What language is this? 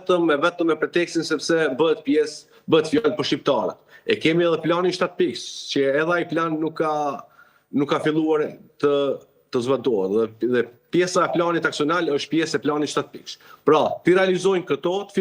Albanian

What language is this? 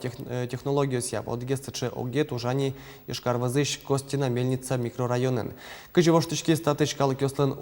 Udmurt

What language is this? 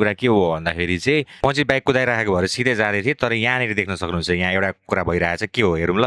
Nepali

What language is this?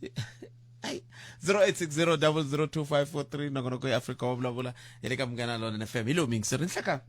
Tsonga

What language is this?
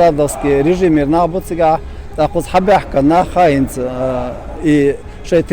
Chechen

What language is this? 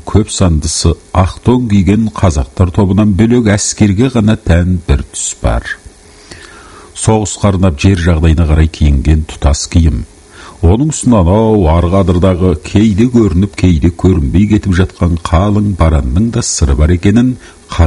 Kazakh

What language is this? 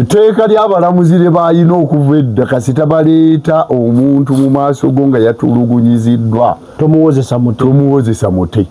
Ganda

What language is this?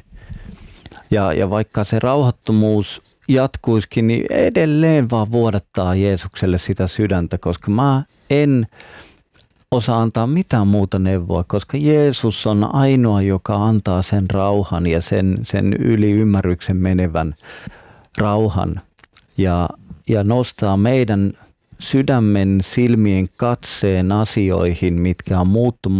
Finnish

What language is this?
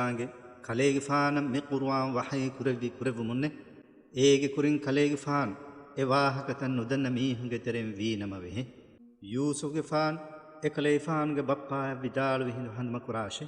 Divehi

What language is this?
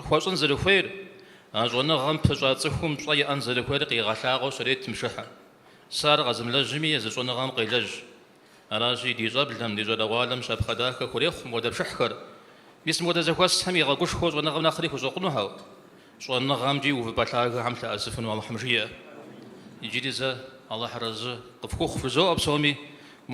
Kabardian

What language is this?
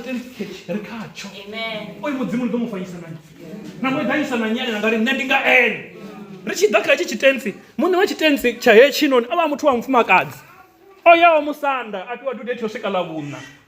Venda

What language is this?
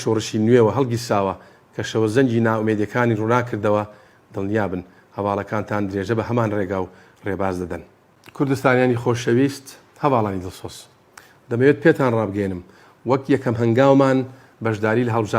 Central Kurdish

